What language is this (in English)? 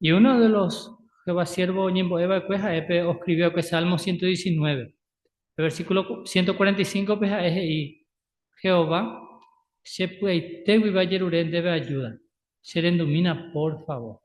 Guarani